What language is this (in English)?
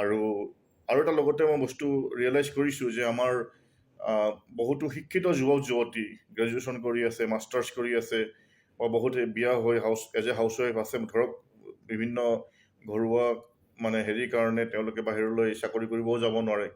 Assamese